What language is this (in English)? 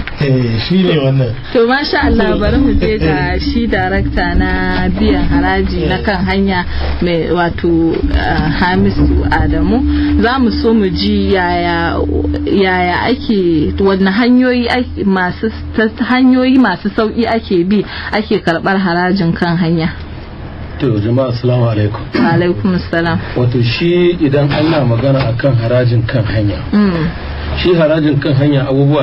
Hausa